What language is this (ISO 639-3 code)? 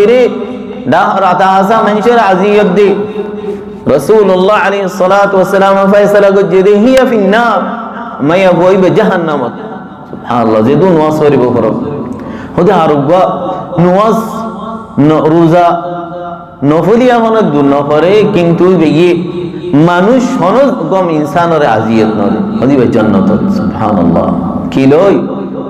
rhg